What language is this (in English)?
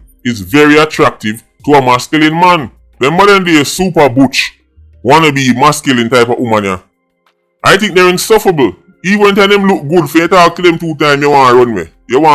Jamaican Creole English